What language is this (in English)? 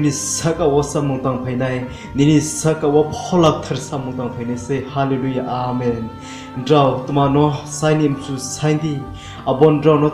Riang (India)